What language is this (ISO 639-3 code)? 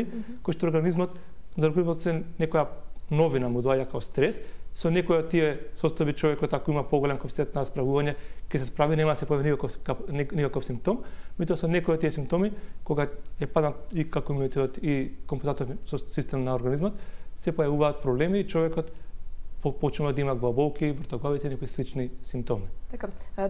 mkd